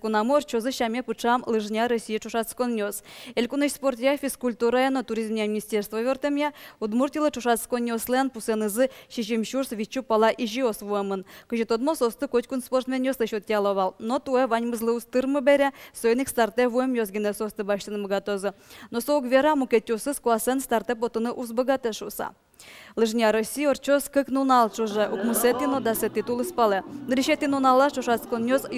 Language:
Udmurt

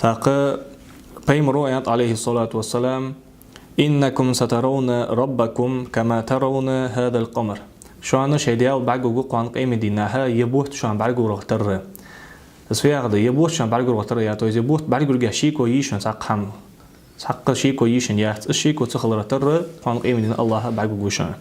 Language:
Ingush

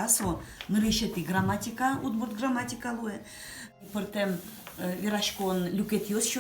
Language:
Udmurt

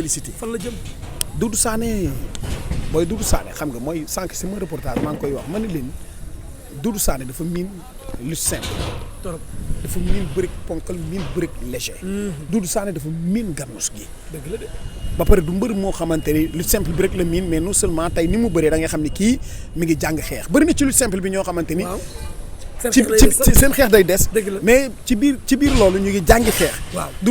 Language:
Wolof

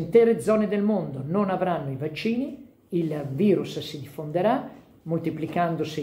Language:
Italian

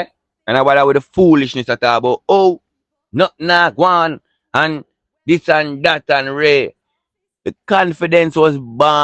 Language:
Jamaican Creole English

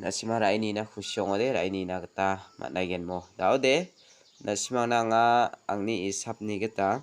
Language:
Garo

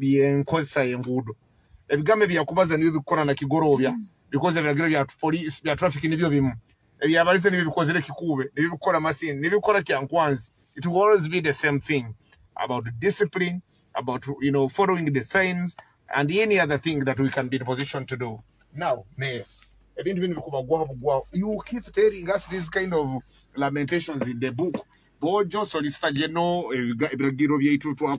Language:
Nyoro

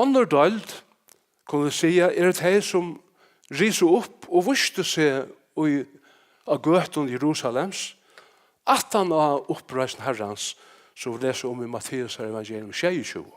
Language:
Faroese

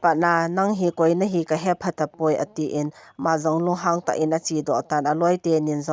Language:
Thado Chin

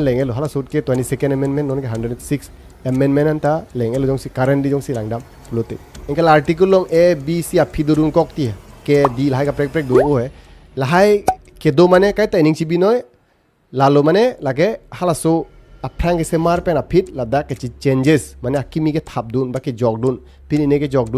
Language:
Karbi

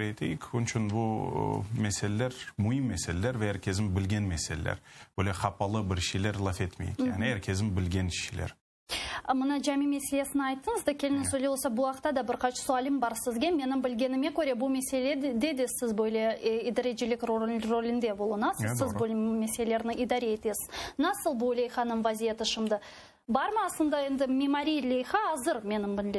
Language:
Crimean Tatar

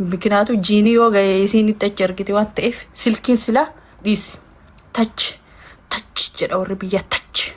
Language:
Oromo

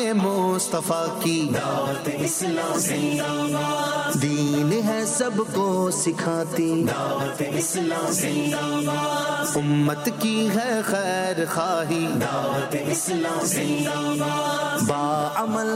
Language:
Urdu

